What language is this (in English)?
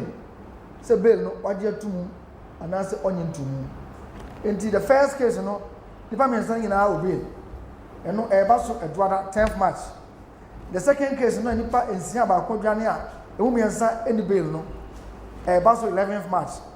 Akan